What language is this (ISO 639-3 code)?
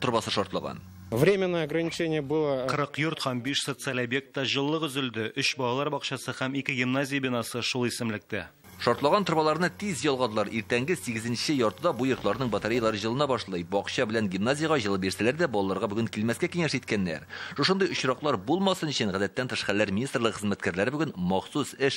tat